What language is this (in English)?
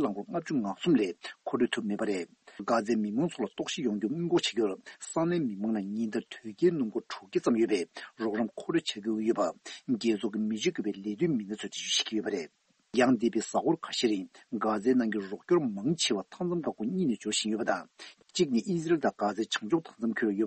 Tibetan